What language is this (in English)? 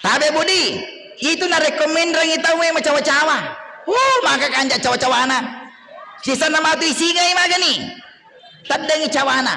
Buginese